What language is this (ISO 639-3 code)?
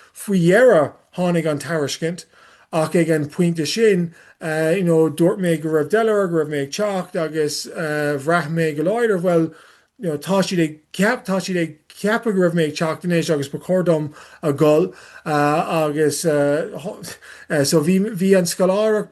gle